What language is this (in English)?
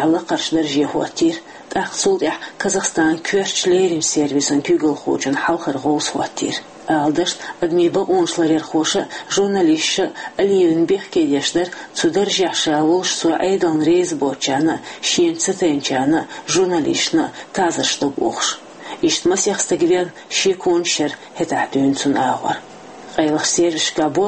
Chechen